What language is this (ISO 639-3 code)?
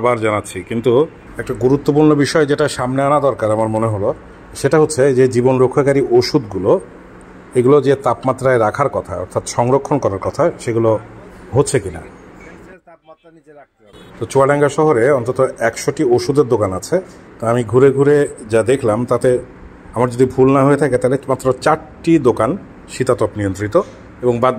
ben